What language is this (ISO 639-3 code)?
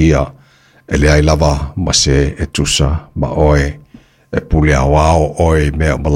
smo